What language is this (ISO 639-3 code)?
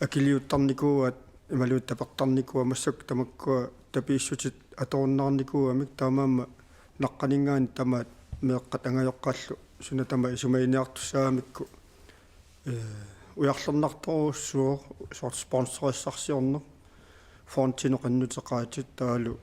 kal